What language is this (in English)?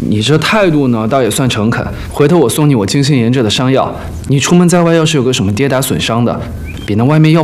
Chinese